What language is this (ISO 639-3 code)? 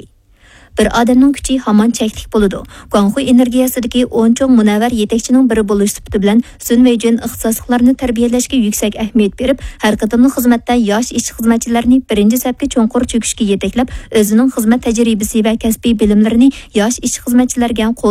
uig